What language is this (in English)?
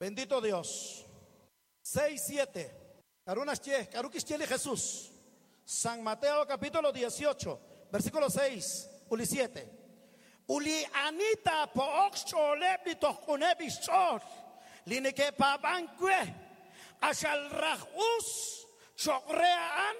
Kekchí